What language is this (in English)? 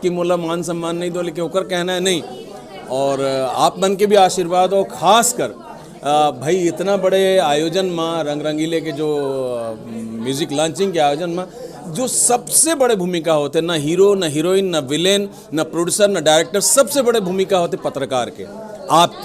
Chhattisgarhi